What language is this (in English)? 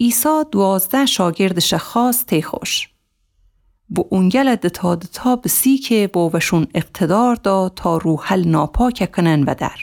Gilaki